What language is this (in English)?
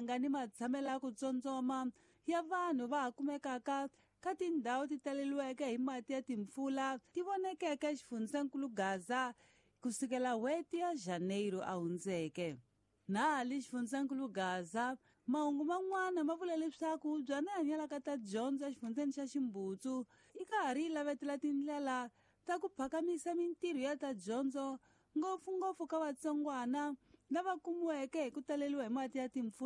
Tsonga